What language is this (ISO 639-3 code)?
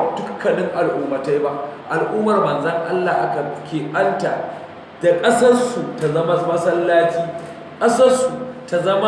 hau